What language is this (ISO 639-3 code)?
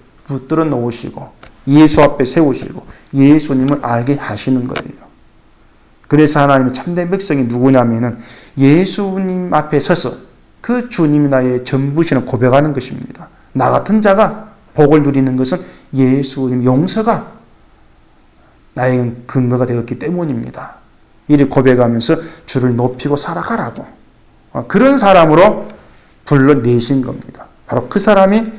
kor